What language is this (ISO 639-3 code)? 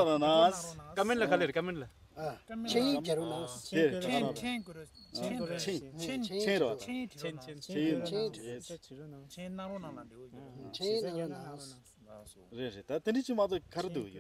bod